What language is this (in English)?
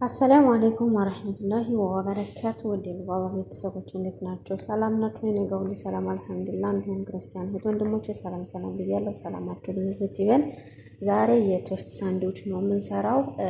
Amharic